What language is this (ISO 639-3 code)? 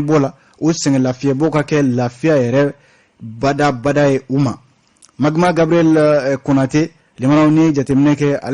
bam